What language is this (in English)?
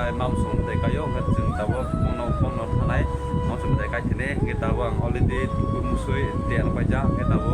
Kok Borok